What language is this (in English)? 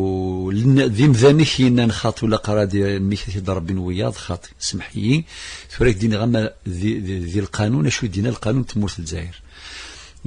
Kabyle